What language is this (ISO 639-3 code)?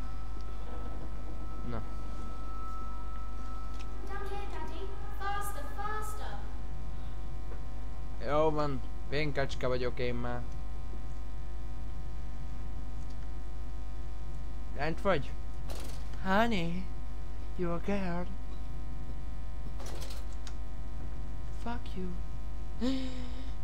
hun